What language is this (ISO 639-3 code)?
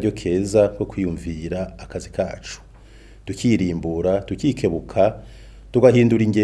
run